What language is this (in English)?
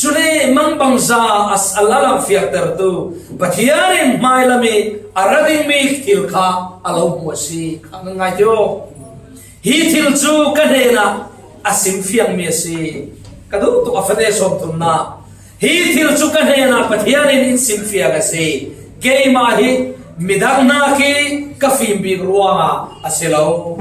Falam Chin